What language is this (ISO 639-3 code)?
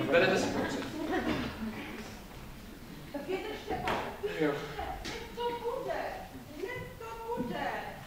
ces